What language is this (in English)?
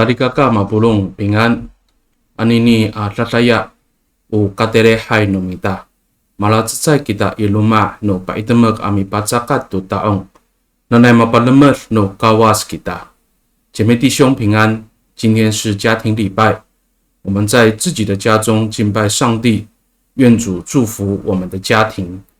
Amis